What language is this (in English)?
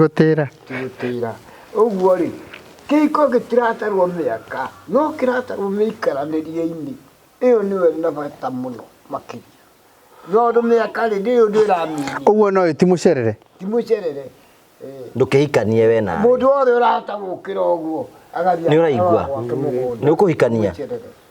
Kikuyu